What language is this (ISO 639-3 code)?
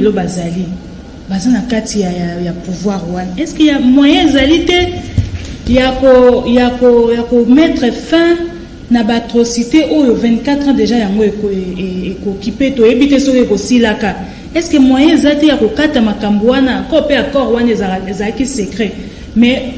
lin